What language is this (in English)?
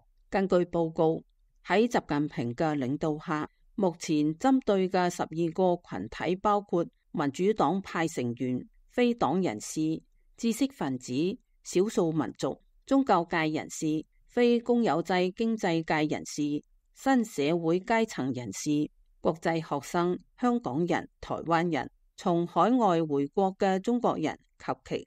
Cantonese